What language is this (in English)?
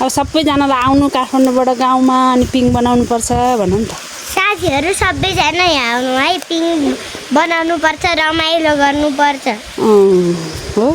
Nepali